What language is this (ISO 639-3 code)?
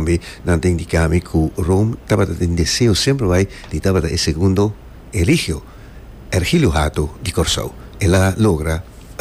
pap